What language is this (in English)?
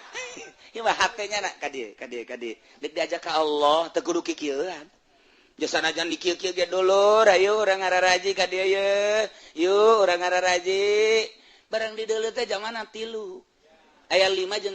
Sundanese